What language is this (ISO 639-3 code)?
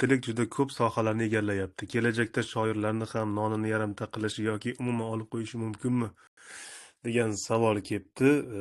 uzb